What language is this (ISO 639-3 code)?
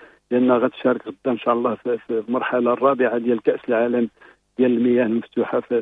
ary